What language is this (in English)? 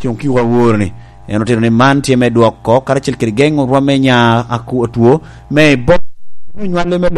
Lango (Uganda)